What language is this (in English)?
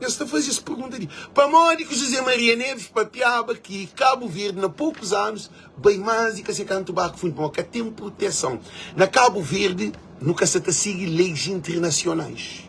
Kabuverdianu